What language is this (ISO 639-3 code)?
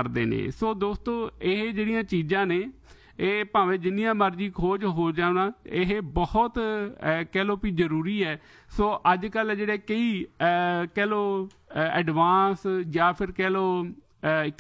pan